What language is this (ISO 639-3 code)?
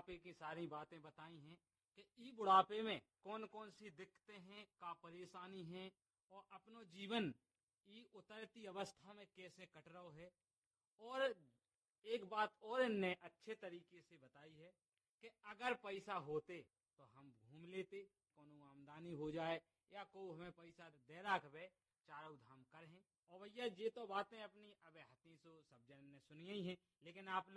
hin